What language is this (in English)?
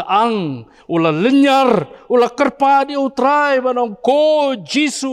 Khasi